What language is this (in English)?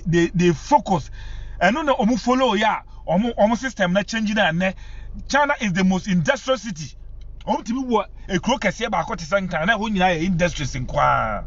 Akan